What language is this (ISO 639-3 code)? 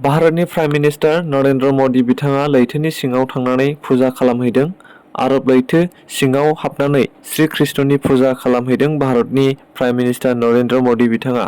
brx